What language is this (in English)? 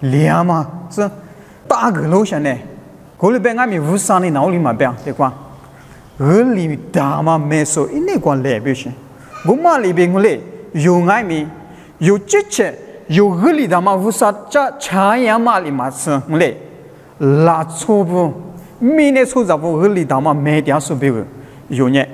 Lisu